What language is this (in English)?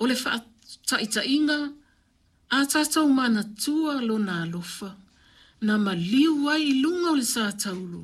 Samoan